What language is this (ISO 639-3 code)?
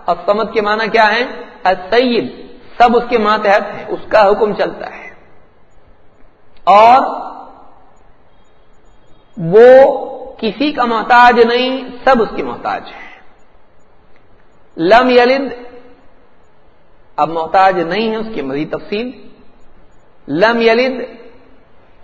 urd